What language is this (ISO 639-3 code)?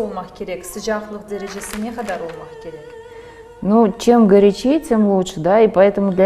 crh